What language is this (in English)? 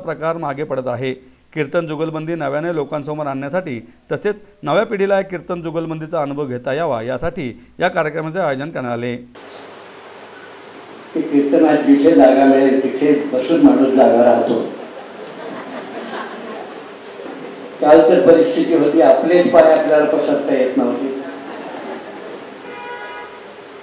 Marathi